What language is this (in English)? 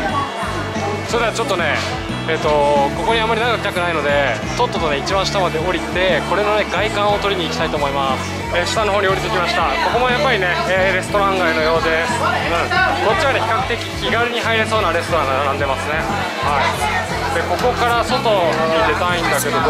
Japanese